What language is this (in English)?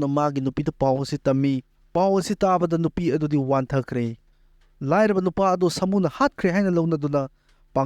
Manipuri